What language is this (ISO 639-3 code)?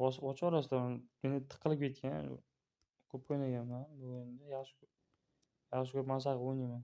uzb